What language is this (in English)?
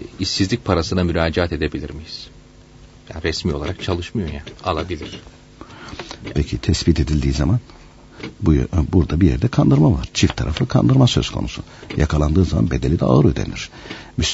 Turkish